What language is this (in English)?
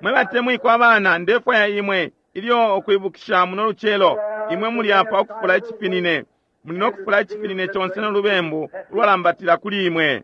Bemba